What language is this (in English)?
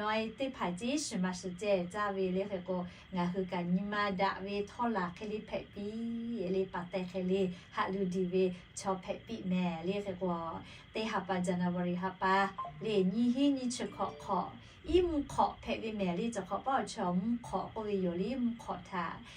Lahu